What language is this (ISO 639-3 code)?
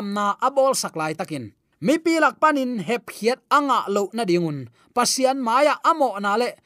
ctd